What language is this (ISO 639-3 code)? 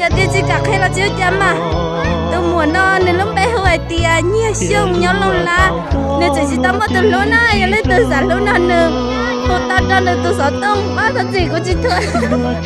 hmn